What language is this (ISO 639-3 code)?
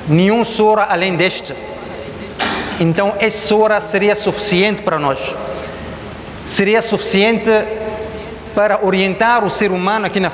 por